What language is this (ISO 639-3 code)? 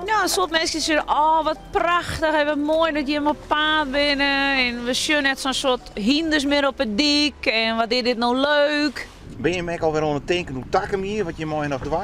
fry